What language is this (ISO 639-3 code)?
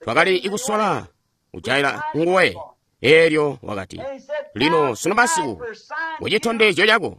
toi